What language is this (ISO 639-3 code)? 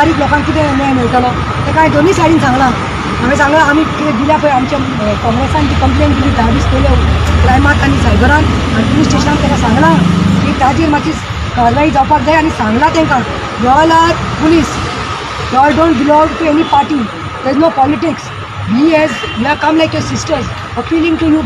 kok